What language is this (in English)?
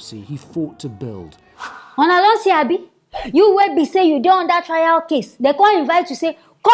Nigerian Pidgin